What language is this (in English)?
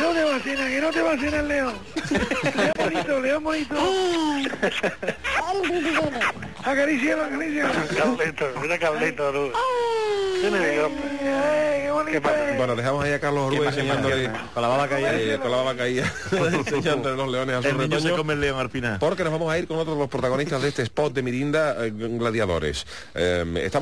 Spanish